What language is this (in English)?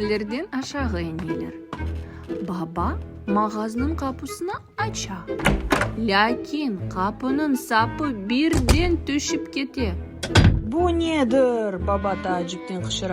Crimean Tatar